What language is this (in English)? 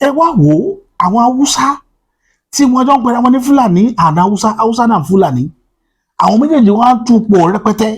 Yoruba